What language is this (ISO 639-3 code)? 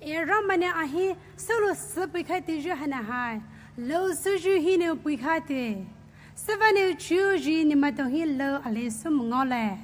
pmx